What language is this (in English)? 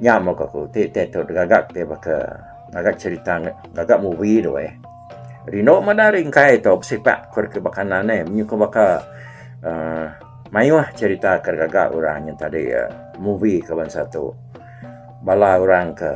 Iban